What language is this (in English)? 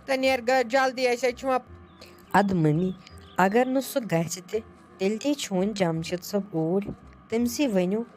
Kashmiri